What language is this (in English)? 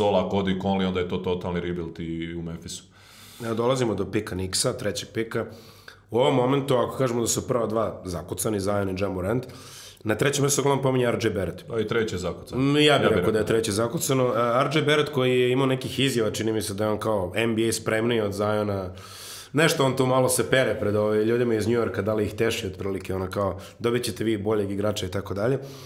Serbian